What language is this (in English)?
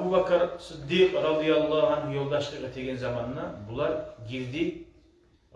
Kumyk